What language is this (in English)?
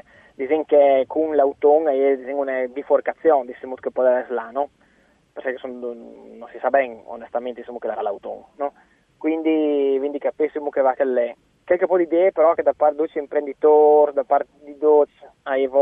Friulian